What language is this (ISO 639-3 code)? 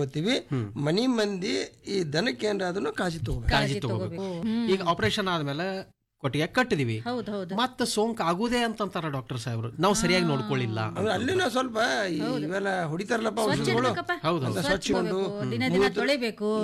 kan